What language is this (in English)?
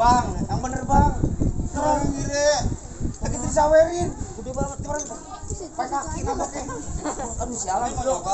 Betawi